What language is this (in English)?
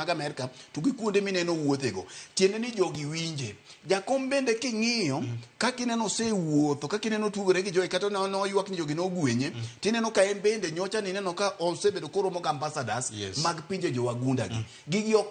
Luo (Kenya and Tanzania)